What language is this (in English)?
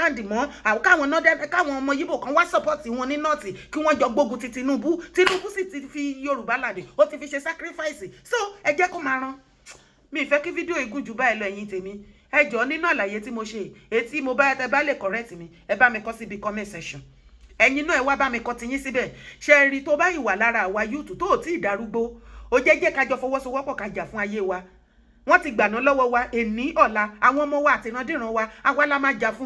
Yoruba